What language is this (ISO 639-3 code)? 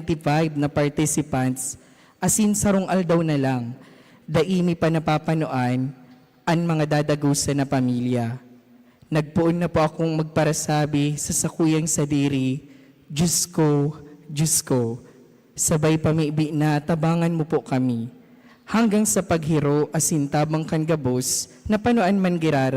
bik